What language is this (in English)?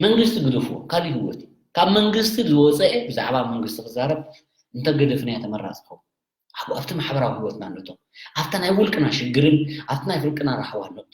Tigrinya